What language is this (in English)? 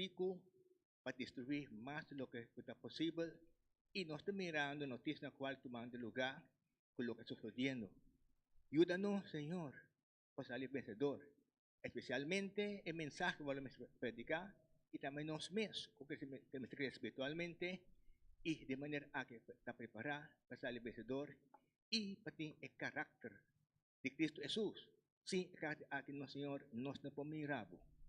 Papiamento